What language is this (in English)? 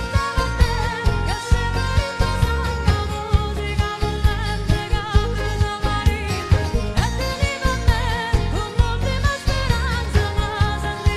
Neapolitan